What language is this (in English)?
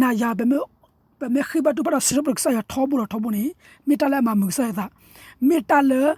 S'gaw Karen